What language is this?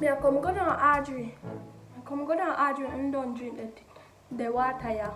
Jamaican Creole English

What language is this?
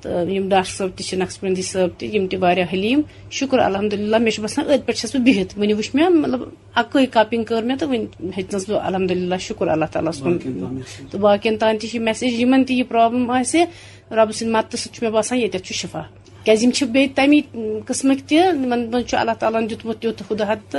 Kashmiri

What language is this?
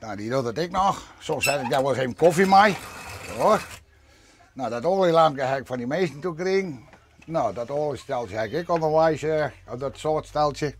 Western Frisian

